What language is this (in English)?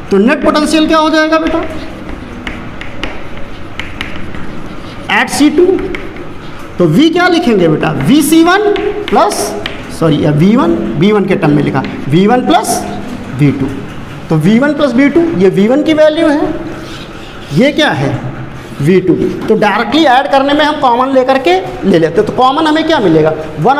Hindi